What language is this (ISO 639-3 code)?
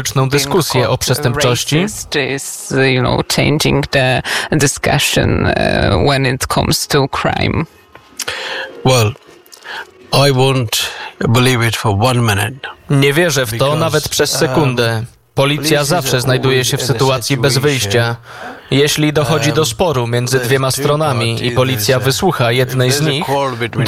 pol